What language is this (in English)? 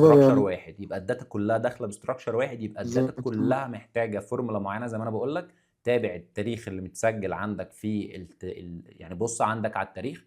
Egyptian Arabic